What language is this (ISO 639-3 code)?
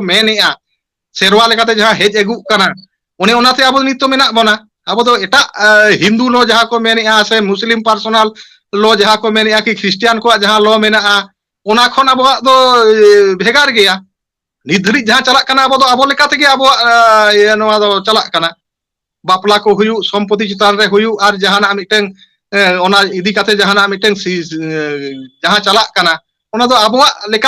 sat